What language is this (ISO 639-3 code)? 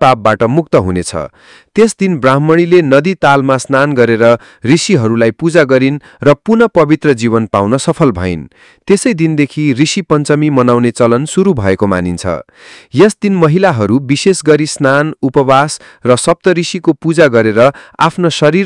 nep